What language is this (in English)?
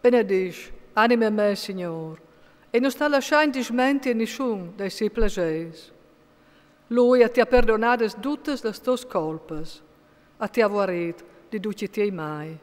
Friulian